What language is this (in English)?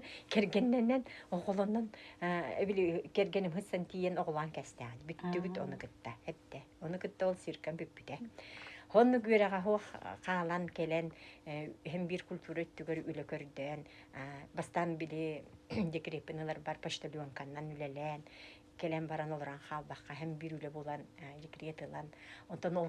Yakut